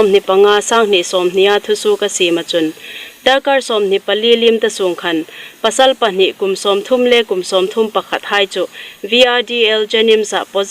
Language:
Hmar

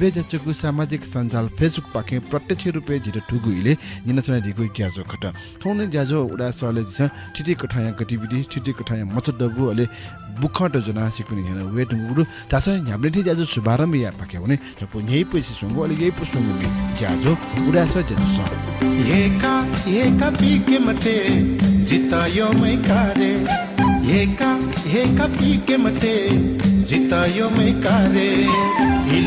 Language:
Newari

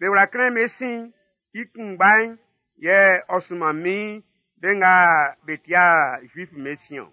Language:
Baoulé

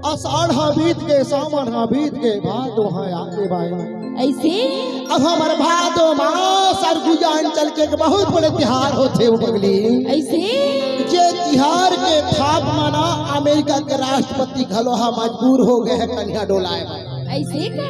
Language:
Chhattisgarhi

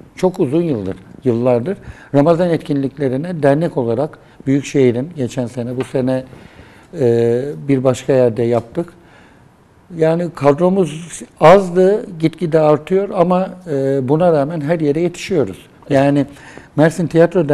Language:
Turkish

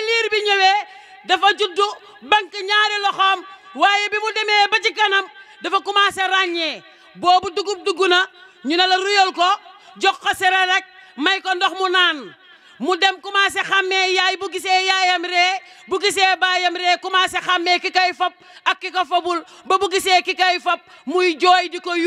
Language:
Wolof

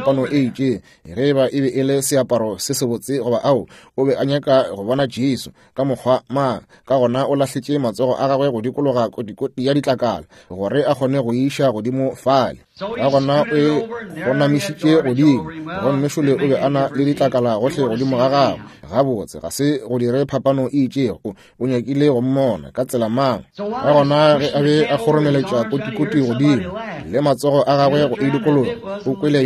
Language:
Northern Sotho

